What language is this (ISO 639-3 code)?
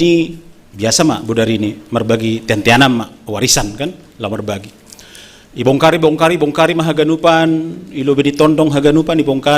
bts